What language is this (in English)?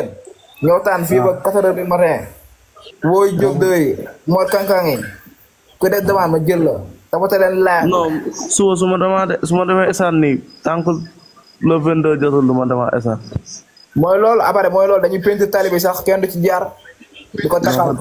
Wolof